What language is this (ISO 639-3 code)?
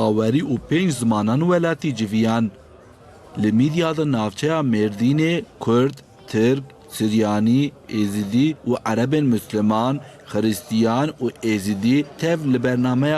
kur